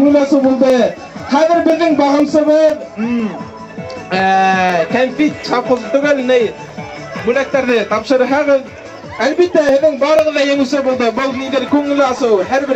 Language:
Bashkir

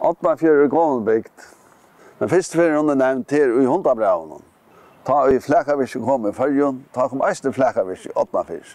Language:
Faroese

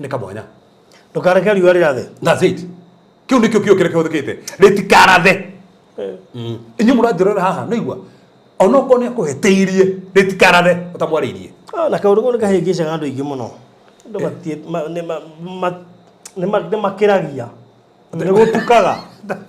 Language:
Kikuyu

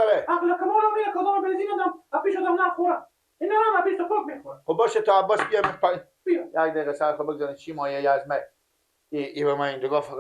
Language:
Persian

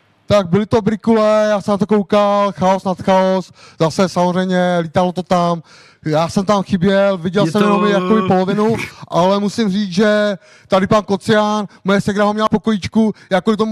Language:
Czech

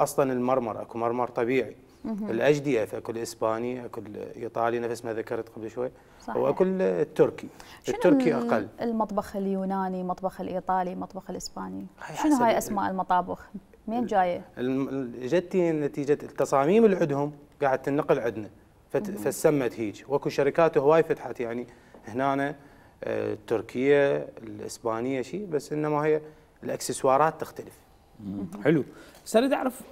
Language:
Mesopotamian Arabic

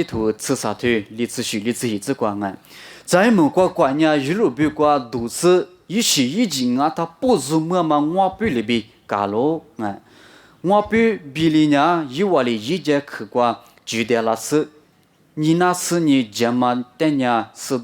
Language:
Lisu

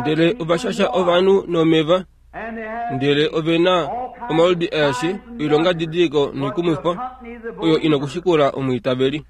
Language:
Kuanyama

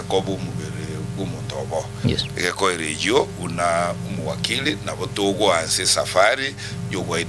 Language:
Gusii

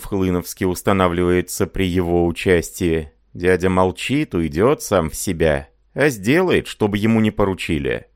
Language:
Russian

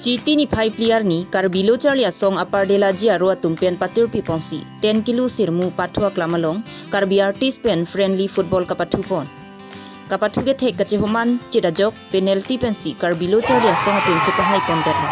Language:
Karbi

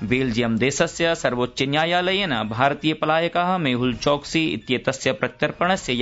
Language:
Sanskrit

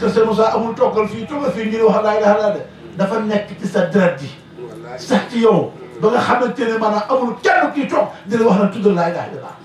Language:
Wolof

